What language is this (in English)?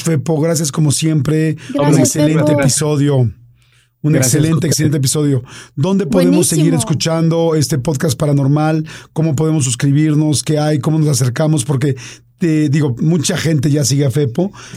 Spanish